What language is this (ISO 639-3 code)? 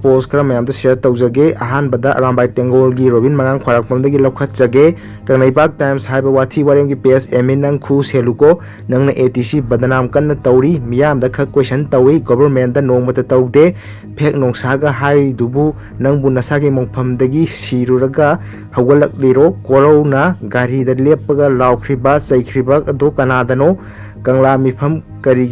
mni